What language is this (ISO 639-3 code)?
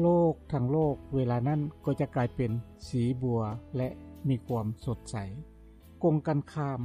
lao